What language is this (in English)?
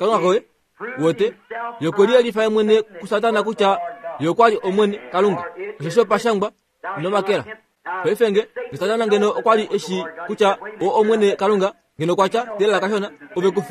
Kuanyama